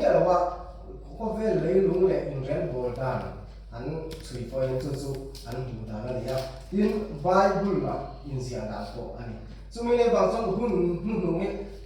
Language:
Mizo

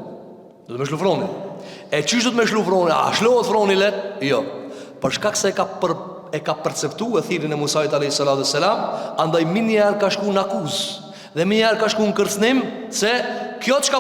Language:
Albanian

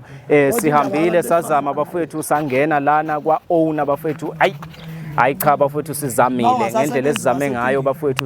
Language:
Zulu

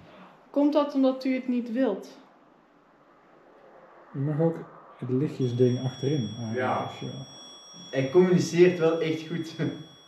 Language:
Dutch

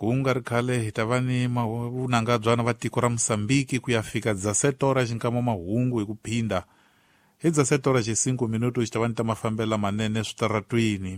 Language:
Tsonga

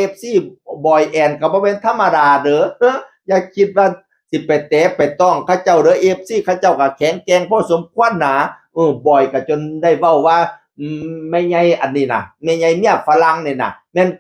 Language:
Northeastern Thai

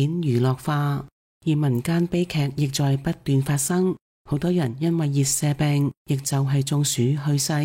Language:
Cantonese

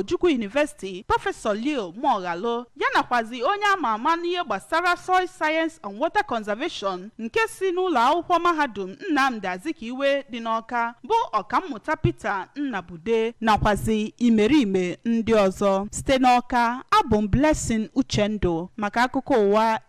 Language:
Igbo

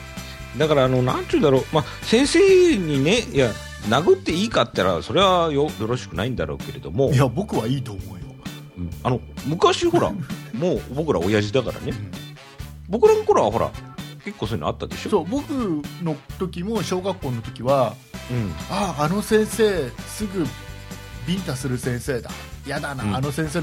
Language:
Japanese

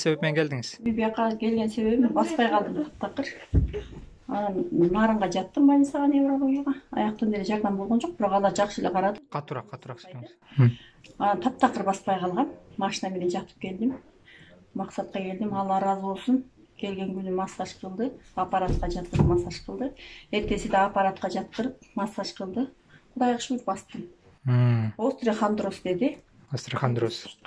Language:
Kyrgyz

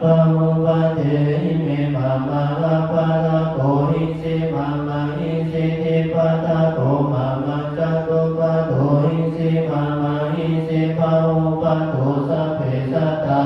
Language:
Pali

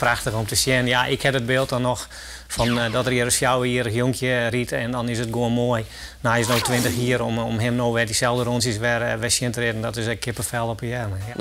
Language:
Western Frisian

